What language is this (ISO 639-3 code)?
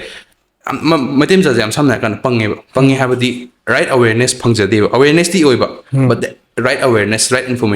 mni